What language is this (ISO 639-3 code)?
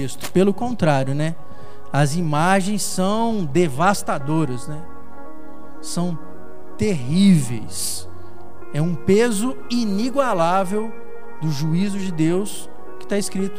por